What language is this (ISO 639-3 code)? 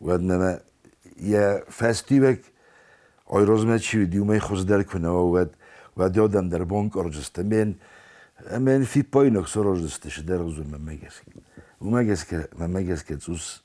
oss